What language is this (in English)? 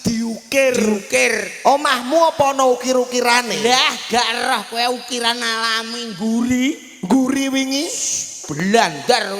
Javanese